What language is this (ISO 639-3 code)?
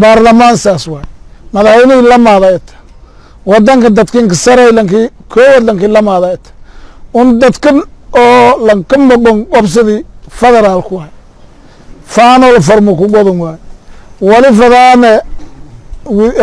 som